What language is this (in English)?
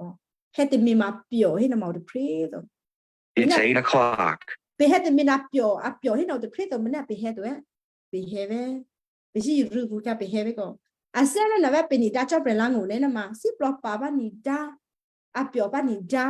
Western Kayah